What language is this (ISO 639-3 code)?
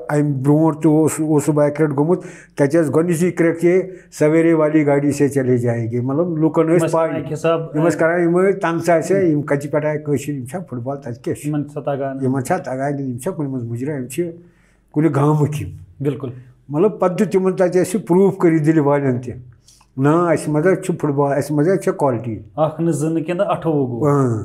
kas